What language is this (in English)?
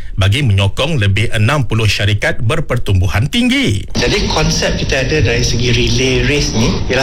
Malay